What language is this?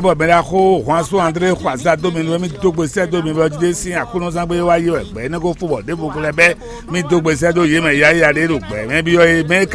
Fon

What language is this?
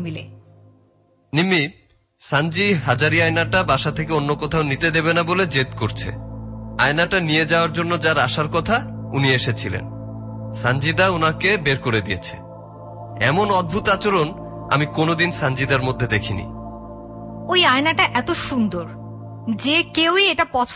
Bangla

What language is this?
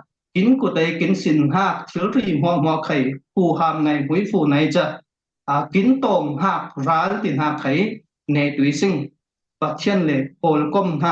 Falam Chin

